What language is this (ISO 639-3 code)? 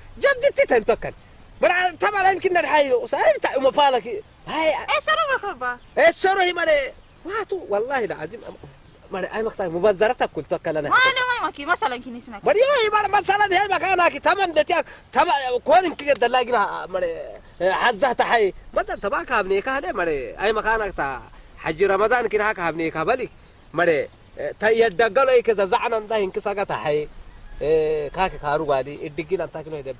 ssy